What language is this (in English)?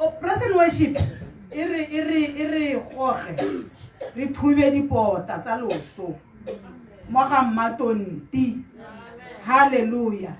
Tswana